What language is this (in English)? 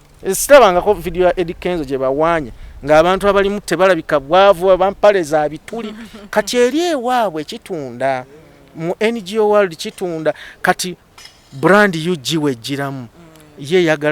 Ganda